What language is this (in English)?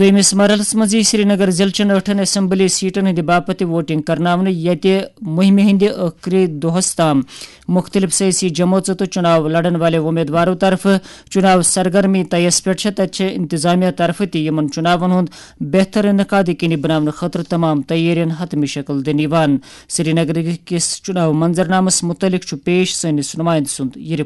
Kashmiri